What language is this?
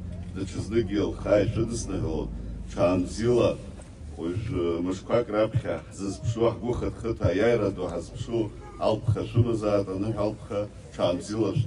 Abkhazian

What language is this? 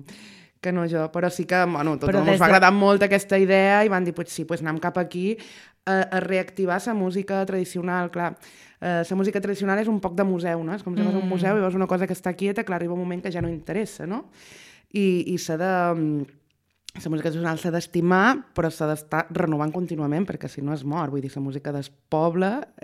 Catalan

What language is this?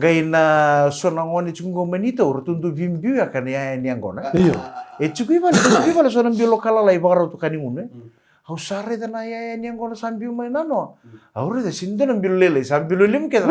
Fijian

